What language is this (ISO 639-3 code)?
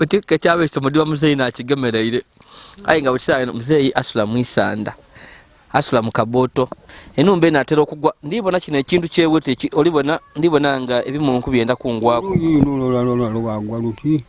lug